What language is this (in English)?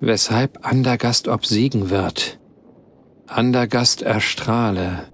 Bavarian